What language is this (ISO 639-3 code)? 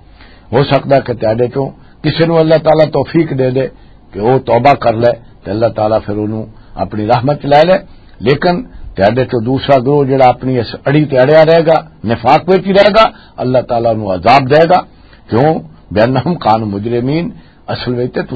lah